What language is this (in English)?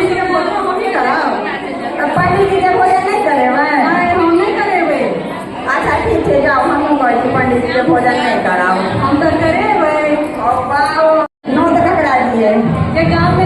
Maithili